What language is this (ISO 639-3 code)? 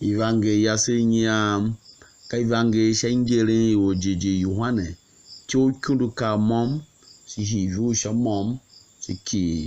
tiv